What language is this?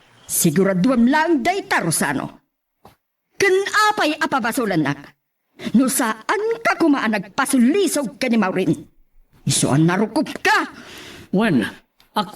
Iloko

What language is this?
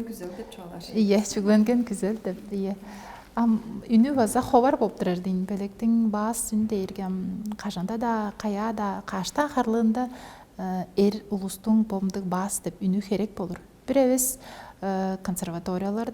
Tuvinian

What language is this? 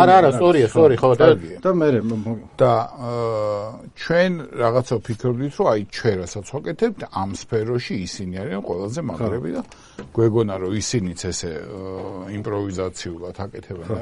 Georgian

